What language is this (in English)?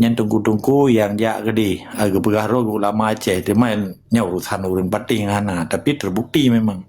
Achinese